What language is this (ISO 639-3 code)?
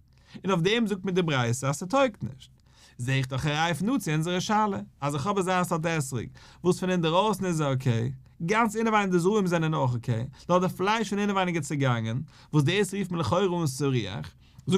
yid